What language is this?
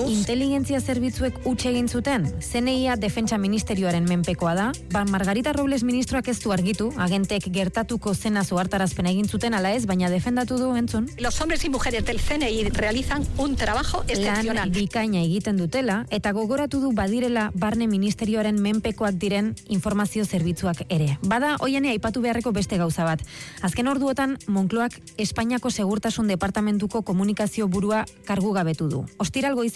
Basque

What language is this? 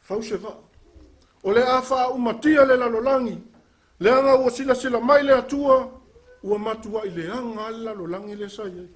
Samoan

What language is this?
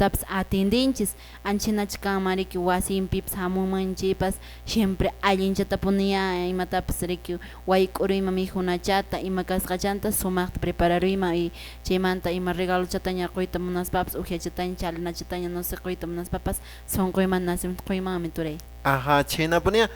Quechua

